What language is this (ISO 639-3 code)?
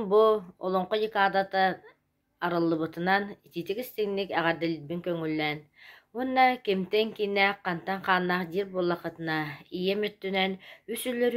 sah